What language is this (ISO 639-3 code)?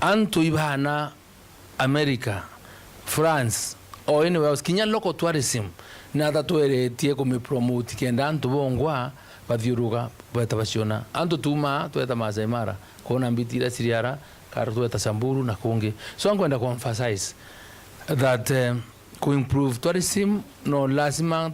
mer